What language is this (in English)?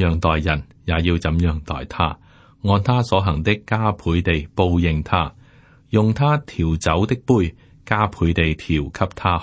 Cantonese